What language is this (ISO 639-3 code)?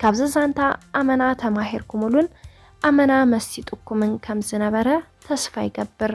tir